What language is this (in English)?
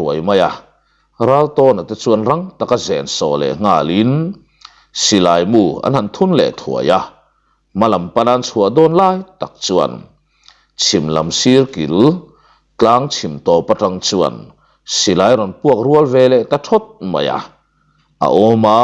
Mizo